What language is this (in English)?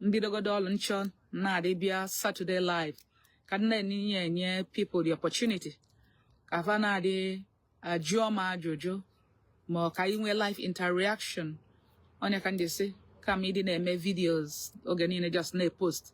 Igbo